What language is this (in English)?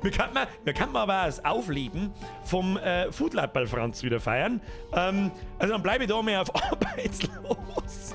Bavarian